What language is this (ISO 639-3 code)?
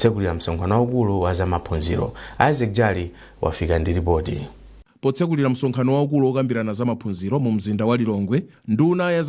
nya